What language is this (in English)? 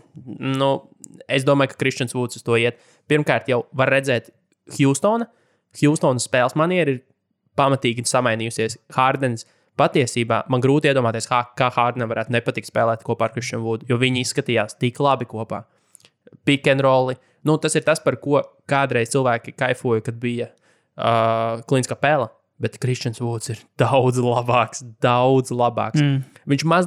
Latvian